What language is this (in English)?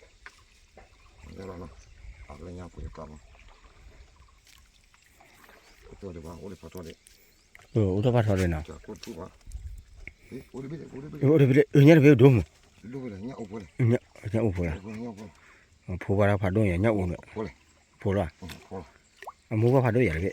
S'gaw Karen